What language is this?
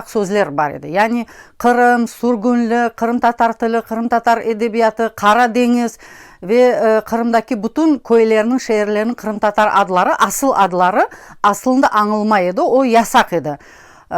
Crimean Tatar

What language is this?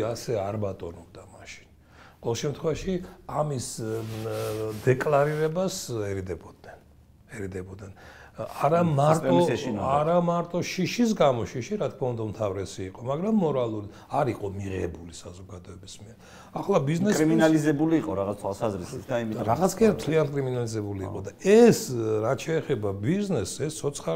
Georgian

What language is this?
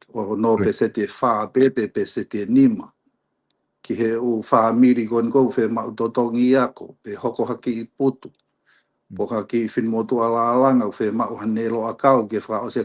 Tongan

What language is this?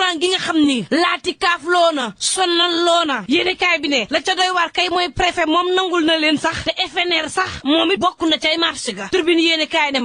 Wolof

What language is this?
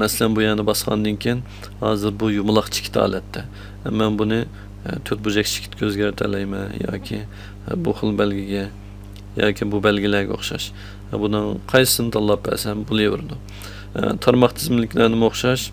Uyghur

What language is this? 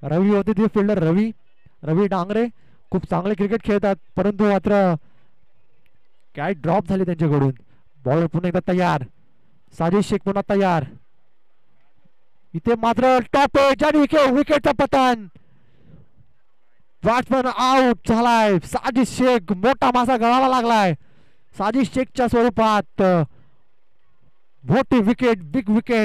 Marathi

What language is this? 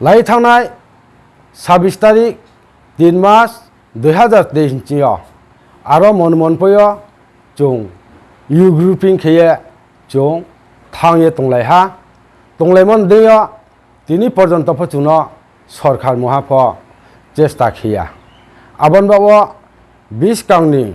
Riang (India)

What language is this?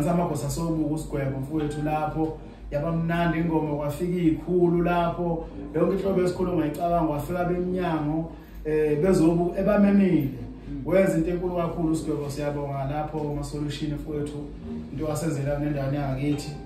Zulu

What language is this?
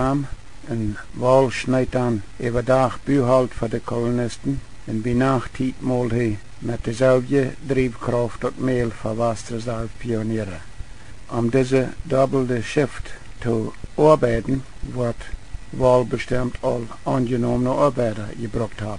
Plautdietsch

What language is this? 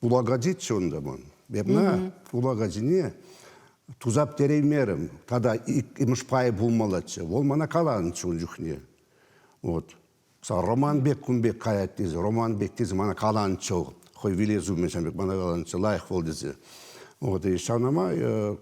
Chuvash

